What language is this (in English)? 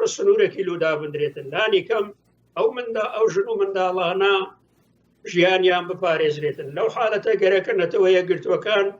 Central Kurdish